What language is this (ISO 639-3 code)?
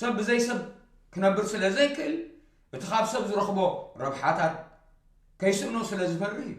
tir